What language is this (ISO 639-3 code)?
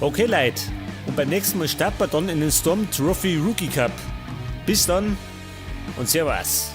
bar